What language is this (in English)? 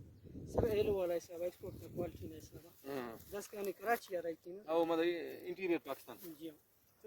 Brahui